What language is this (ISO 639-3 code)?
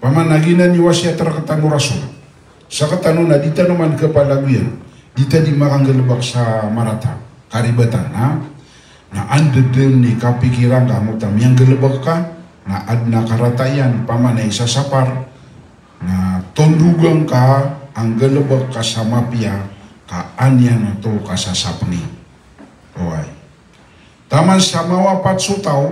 mrw